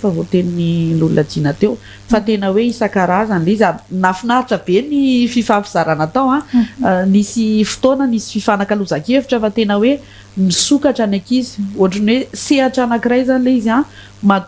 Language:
Malagasy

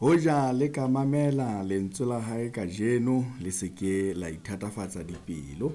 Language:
Southern Sotho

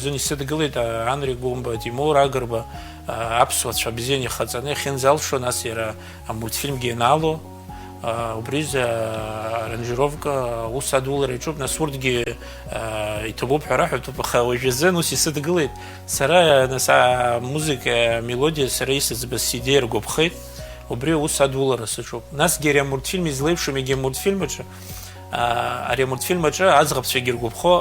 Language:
Abkhazian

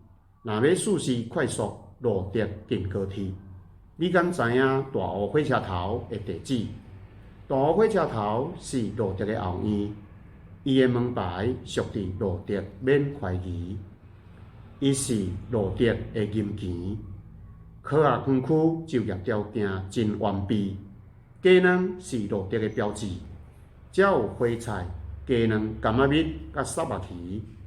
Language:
Min Nan Chinese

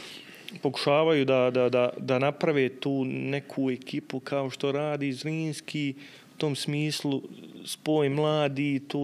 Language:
Bosnian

